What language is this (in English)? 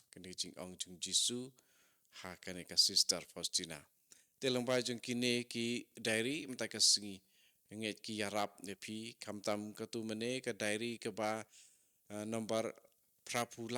Khasi